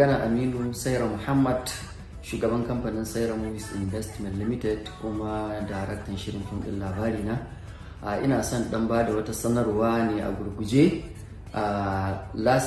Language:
Hausa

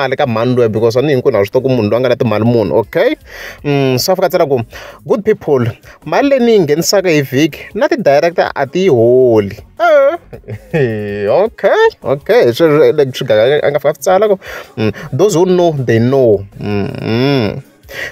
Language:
Tsonga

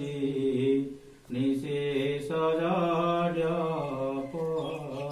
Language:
Odia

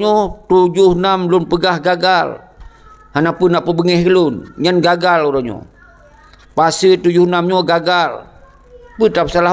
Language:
Achinese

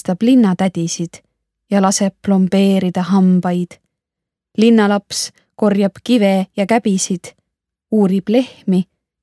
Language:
Estonian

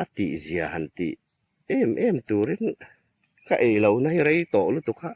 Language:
Hmar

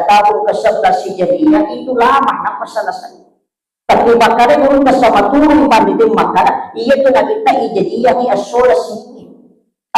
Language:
Buginese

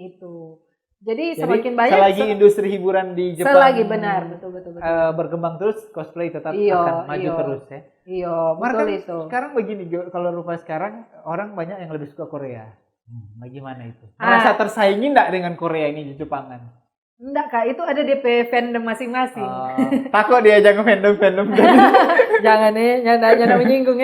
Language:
Manado Malay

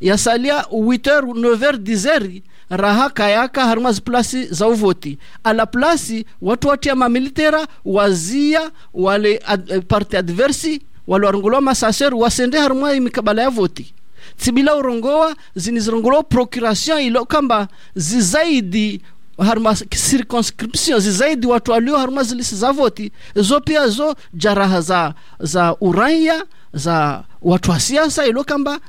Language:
Swahili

